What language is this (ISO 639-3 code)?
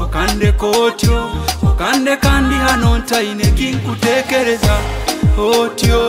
nyo